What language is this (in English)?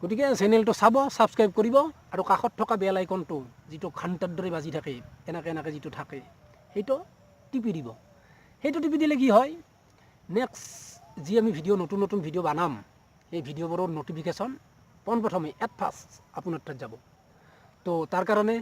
Assamese